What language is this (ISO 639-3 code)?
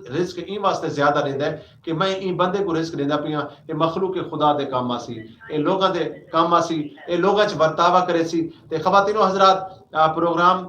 skr